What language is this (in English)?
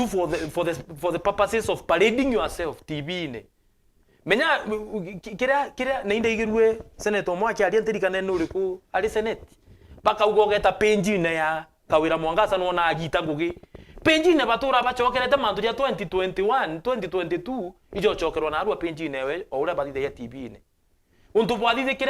Meru